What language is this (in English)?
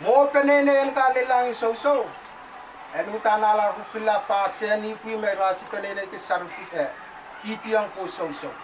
Pohnpeian